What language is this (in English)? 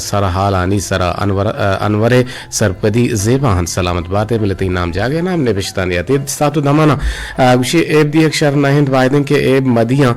Eastern Balochi